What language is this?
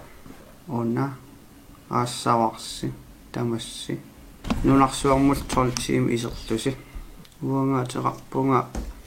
Kalaallisut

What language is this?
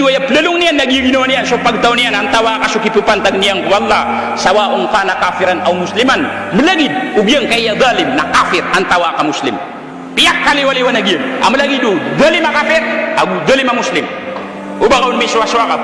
Maranao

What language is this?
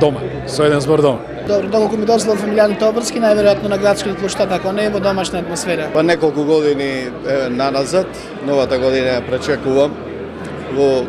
Macedonian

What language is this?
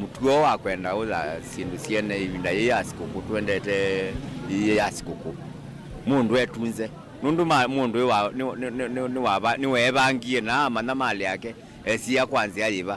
Kamba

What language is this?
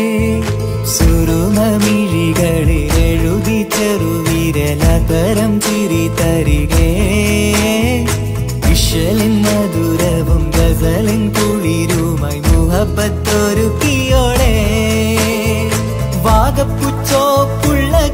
Malayalam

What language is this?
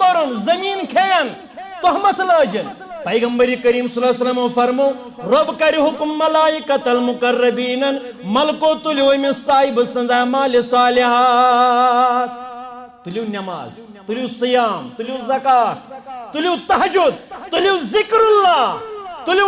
Kashmiri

